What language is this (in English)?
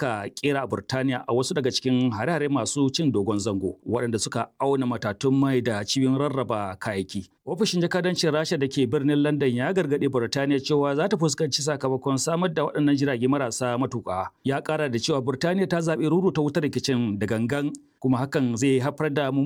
Hausa